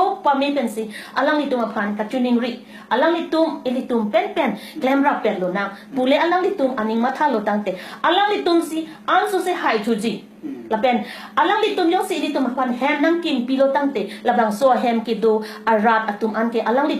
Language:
Karbi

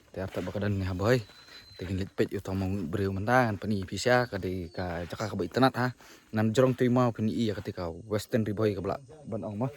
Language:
Khasi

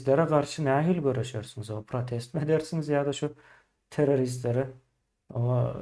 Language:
Turkmen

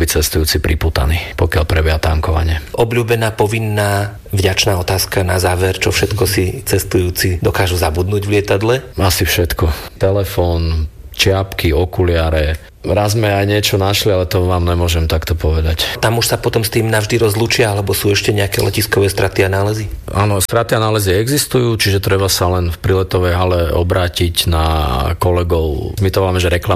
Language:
Slovak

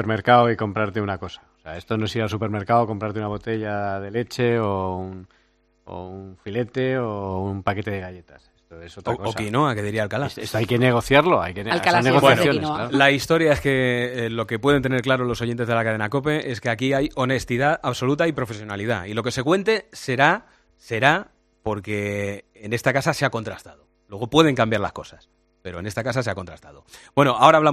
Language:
Spanish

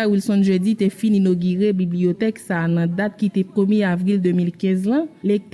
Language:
Haitian Creole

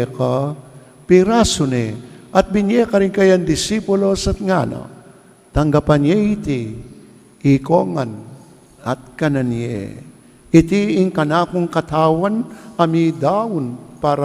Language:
Pampanga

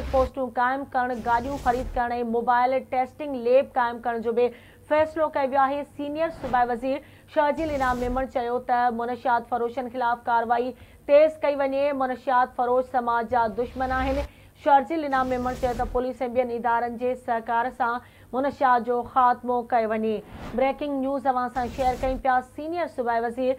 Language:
Sindhi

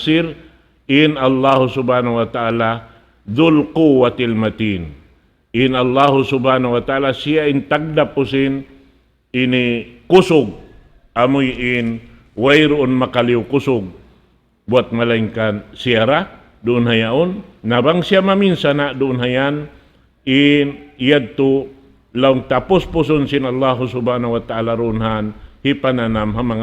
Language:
Tausug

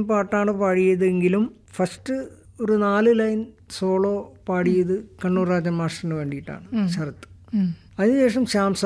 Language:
Malayalam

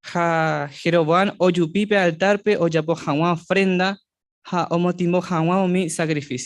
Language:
Guarani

